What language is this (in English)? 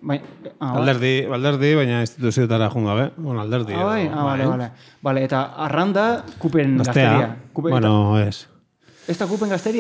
Basque